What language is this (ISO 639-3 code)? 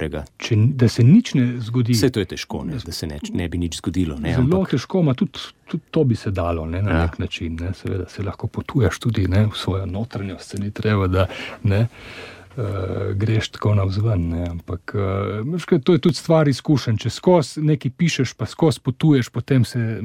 slv